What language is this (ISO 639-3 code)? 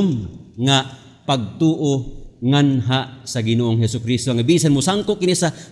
ceb